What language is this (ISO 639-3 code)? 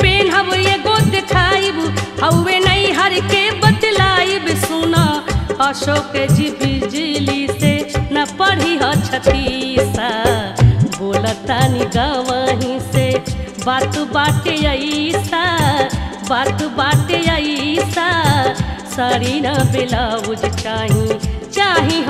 bho